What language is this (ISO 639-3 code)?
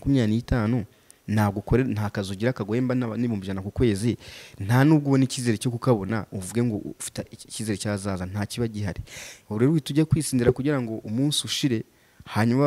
kin